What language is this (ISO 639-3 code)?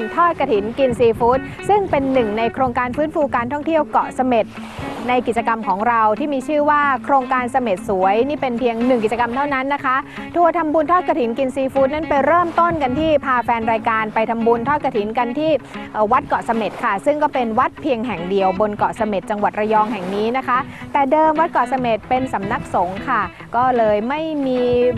tha